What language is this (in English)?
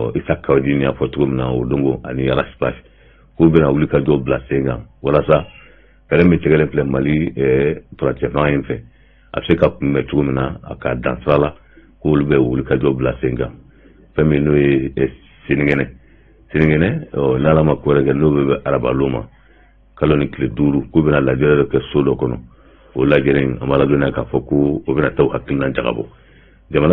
Bambara